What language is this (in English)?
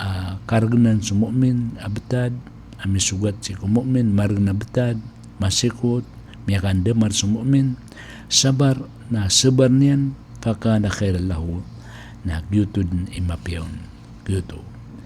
Maranao